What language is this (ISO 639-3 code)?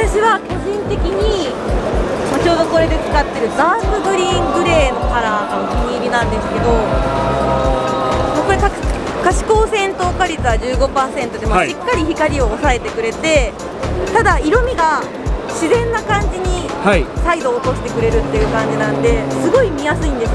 jpn